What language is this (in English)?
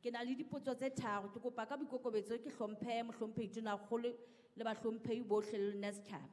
Southern Sotho